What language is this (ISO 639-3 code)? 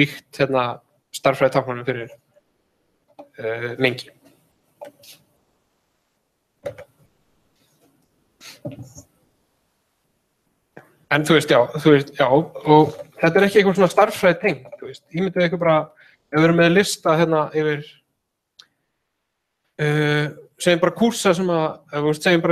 isl